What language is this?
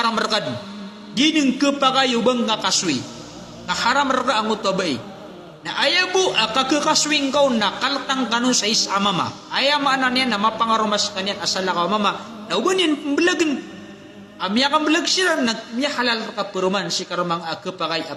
Maranao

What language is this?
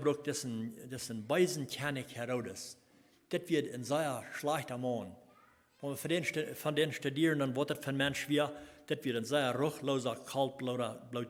Plautdietsch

